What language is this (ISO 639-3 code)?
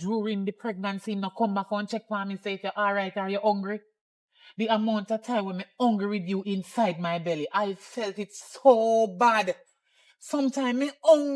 jam